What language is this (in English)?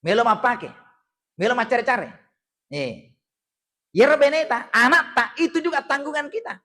Buginese